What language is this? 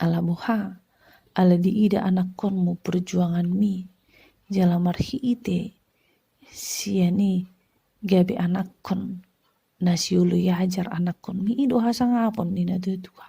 Batak Toba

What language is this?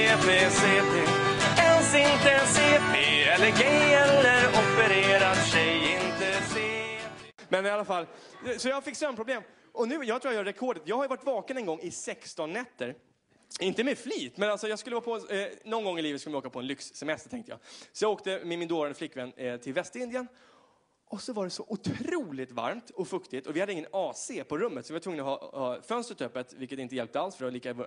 Swedish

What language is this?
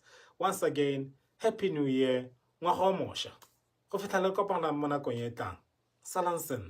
Tswana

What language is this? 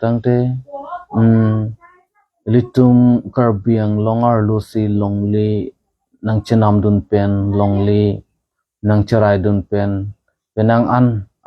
Karbi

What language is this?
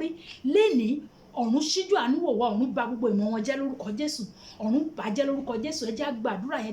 Yoruba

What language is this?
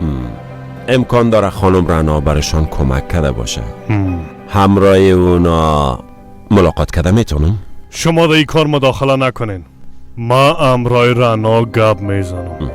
Persian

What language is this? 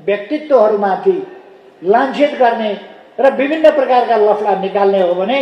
Nepali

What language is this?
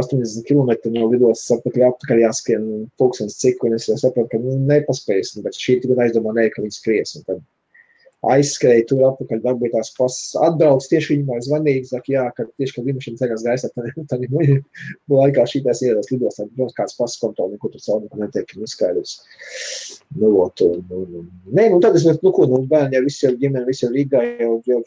Latvian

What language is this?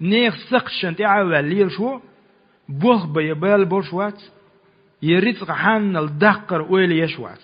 Chechen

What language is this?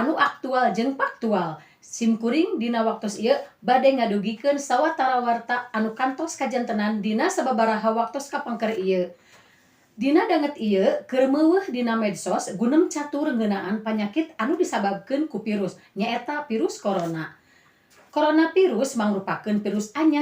Sundanese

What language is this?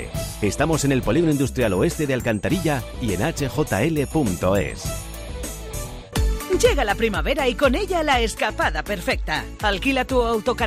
Spanish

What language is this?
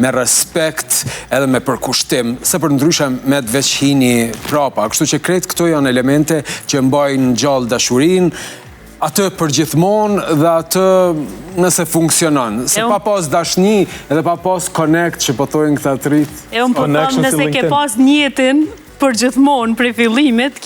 Albanian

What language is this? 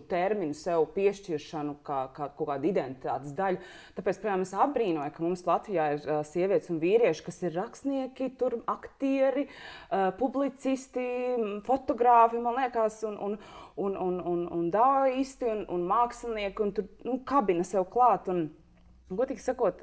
Latvian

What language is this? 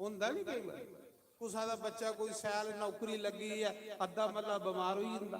Dogri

